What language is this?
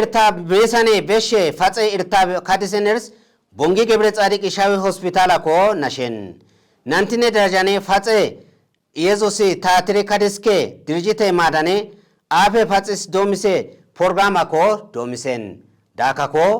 Kafa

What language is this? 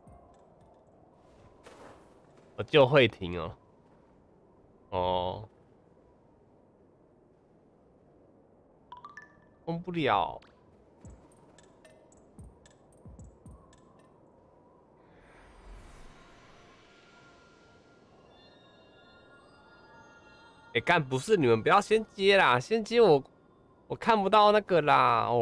Chinese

